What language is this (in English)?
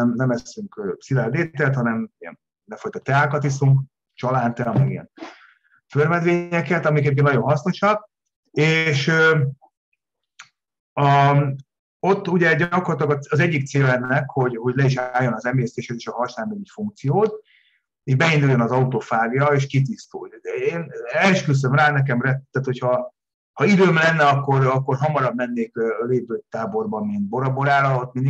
Hungarian